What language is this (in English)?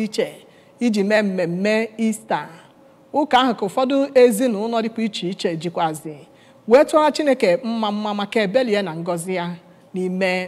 Igbo